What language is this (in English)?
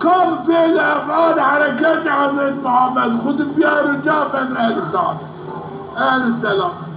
Zaza